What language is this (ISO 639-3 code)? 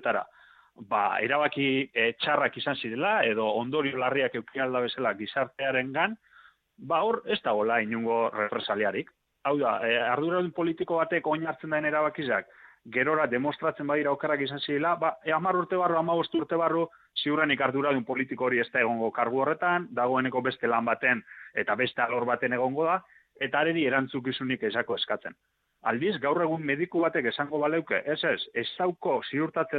eus